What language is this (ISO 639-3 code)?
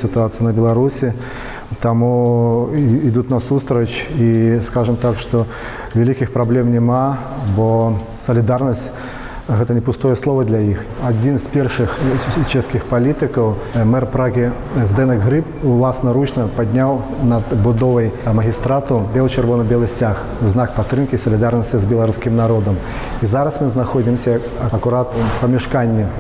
bel